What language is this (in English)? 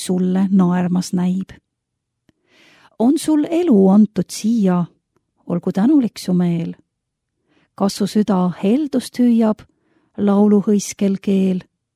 Estonian